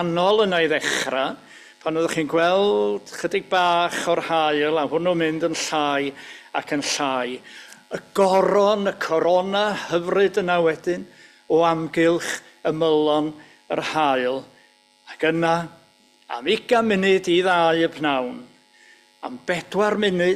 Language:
Welsh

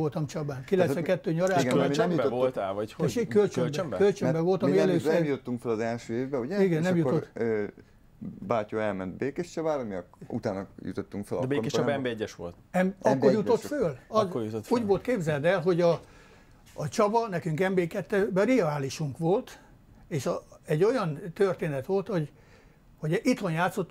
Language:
Hungarian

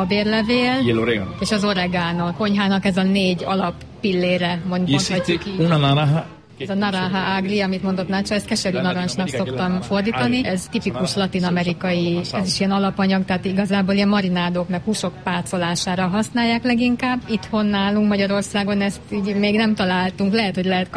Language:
Hungarian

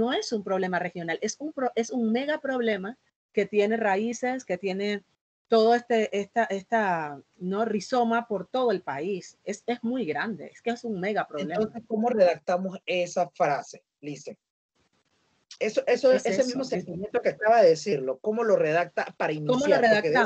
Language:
Spanish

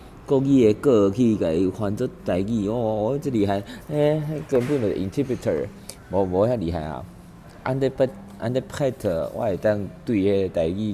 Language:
Min Nan Chinese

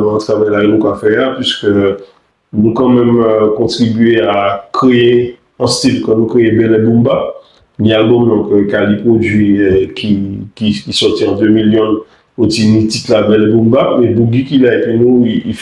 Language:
Guadeloupean Creole French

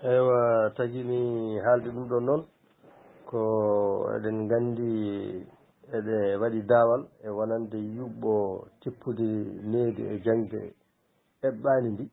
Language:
Fula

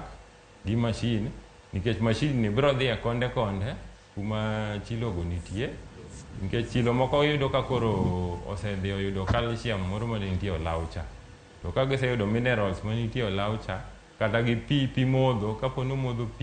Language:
Luo (Kenya and Tanzania)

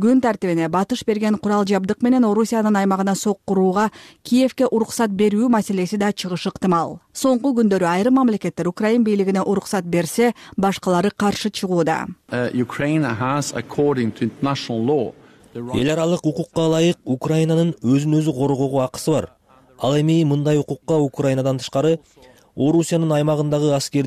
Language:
Kyrgyz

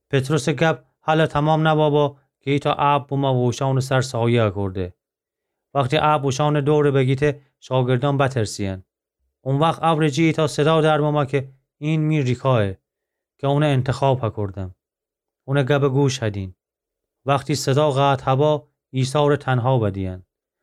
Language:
Gilaki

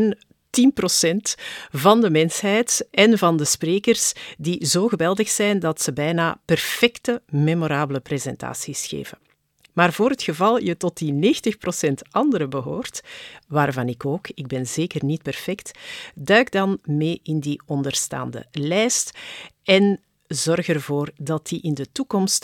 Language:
Dutch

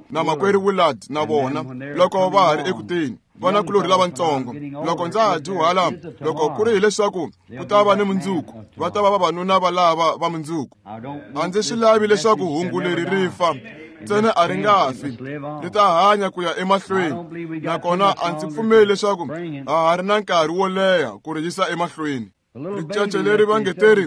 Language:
Tsonga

